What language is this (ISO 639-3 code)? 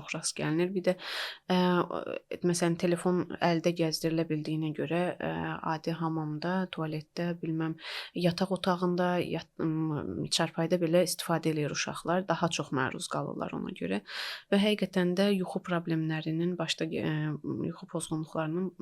aze